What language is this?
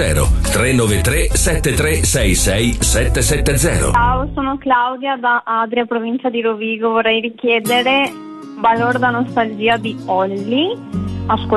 Italian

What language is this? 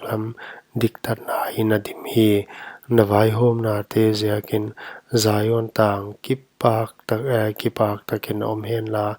Paite Chin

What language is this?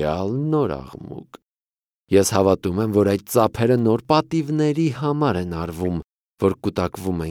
Armenian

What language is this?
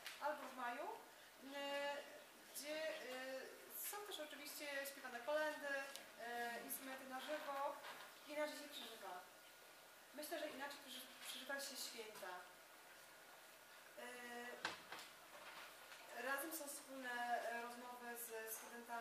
Polish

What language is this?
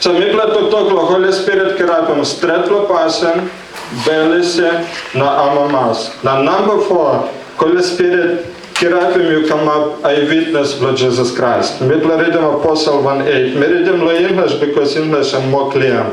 Tok Pisin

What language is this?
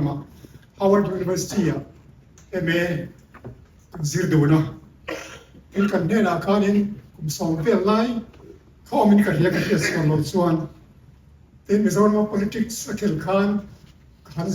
Mizo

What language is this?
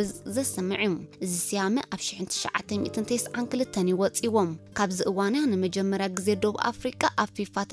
Tigrinya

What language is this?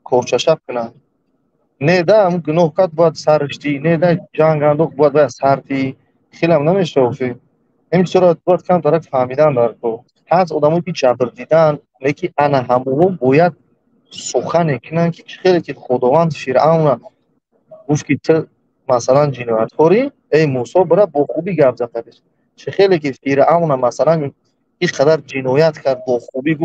Tajik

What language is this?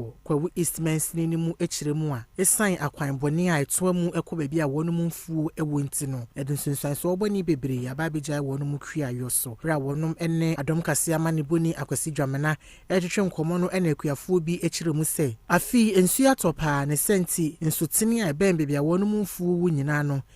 Akan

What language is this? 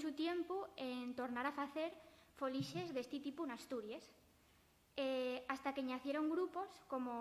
Asturian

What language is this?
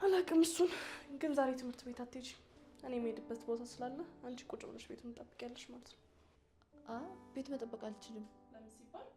Amharic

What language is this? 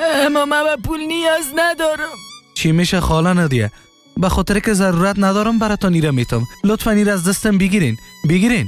Persian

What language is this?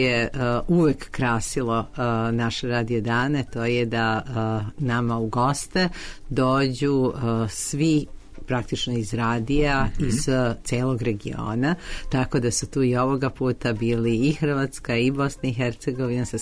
Serbian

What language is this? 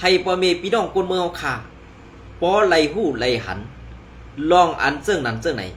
Shan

